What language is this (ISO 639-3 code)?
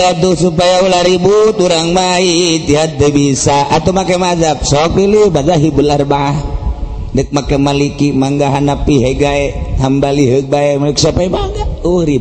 sun